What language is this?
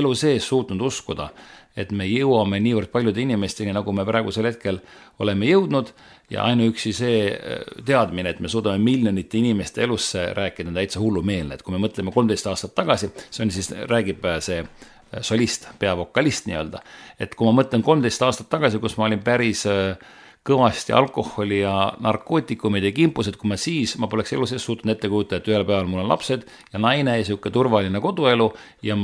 Estonian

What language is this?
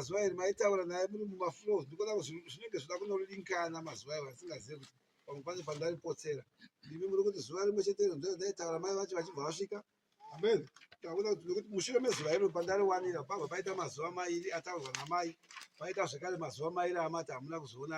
Shona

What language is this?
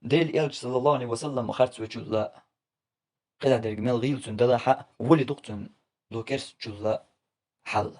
Chechen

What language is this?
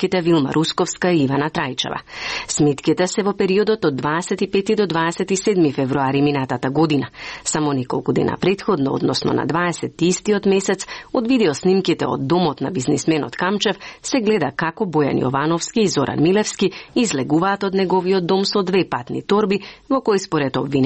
Macedonian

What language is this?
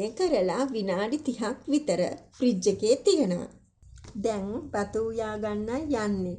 Sinhala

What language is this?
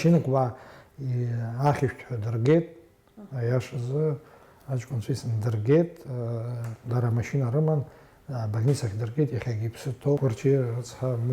Abkhazian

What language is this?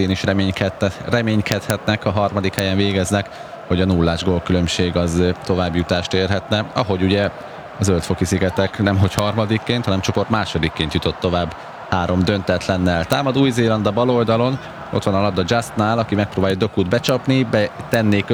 Hungarian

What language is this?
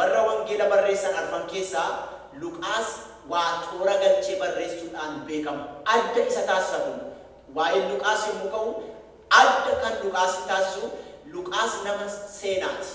Oromo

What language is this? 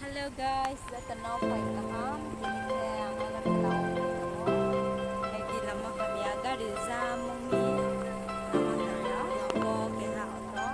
Riang (India)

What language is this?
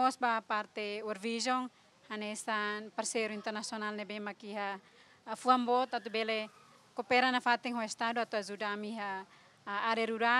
Tetum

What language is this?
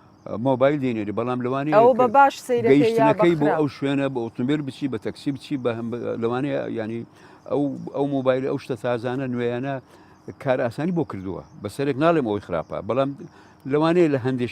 Central Kurdish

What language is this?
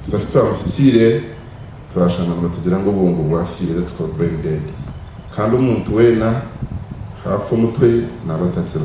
Nyankole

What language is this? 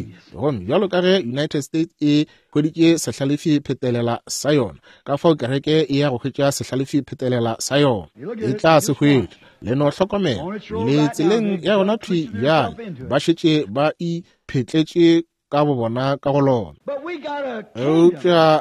Northern Sotho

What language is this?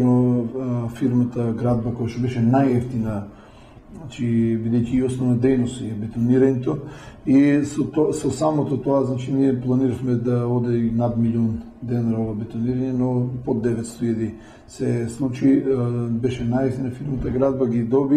Macedonian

